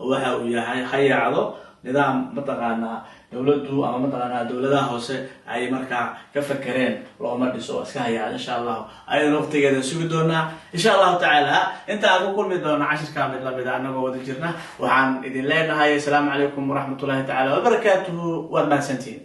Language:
Somali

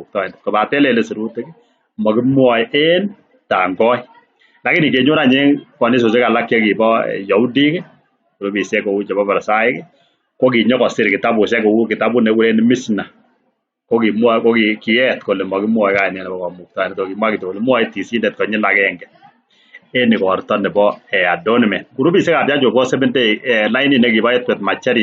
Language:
Kalenjin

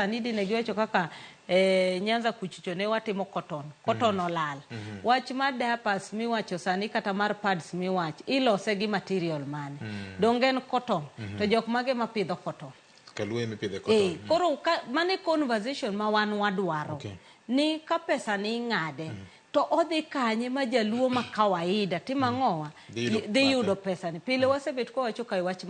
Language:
Luo (Kenya and Tanzania)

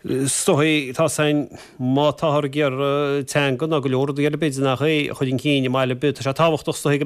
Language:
Irish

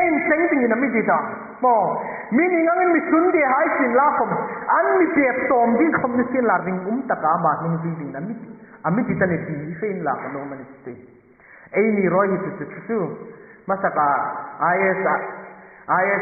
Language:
Hmar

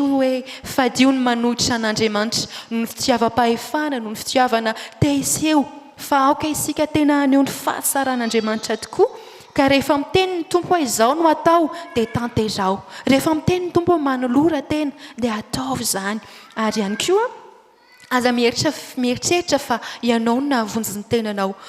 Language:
Malagasy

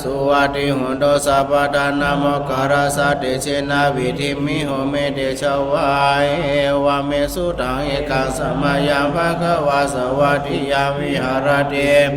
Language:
Pali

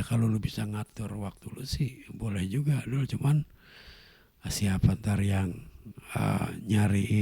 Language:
Betawi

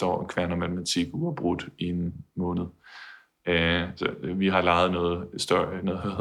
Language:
Danish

